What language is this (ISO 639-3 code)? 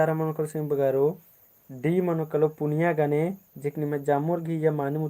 kru